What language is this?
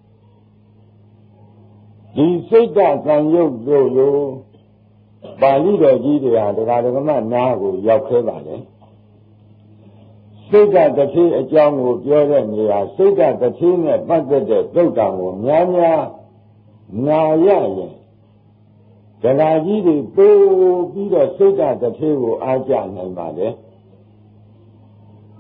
Burmese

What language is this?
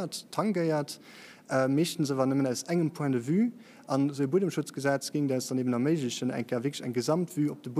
Luxembourgish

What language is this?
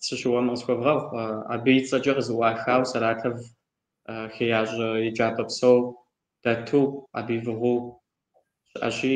Kabardian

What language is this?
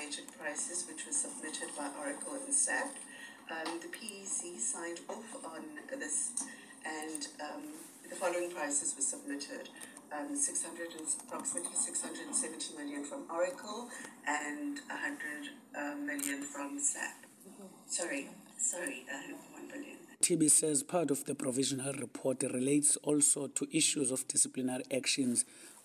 English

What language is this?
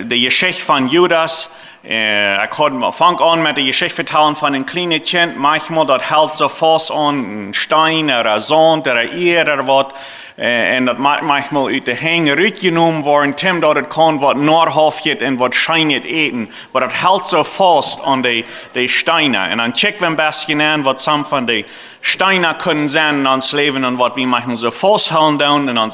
Plautdietsch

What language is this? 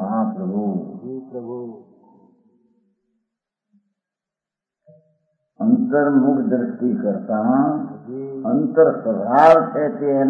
Gujarati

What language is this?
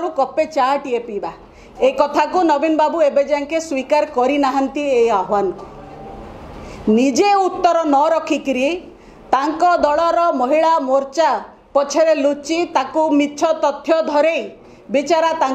Odia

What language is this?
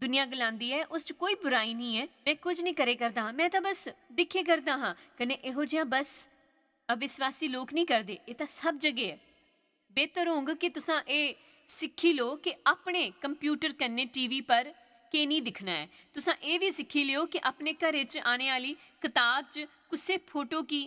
Dogri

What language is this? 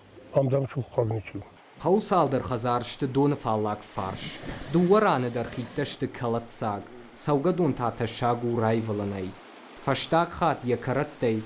Ossetic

